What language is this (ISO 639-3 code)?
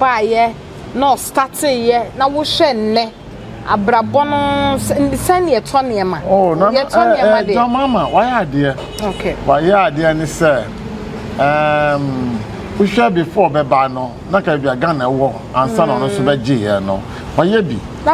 aka